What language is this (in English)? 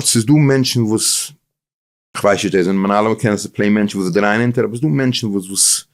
Yiddish